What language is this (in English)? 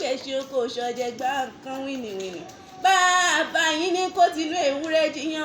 Yoruba